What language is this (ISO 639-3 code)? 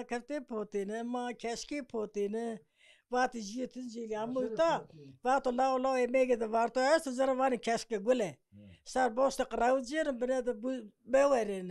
zza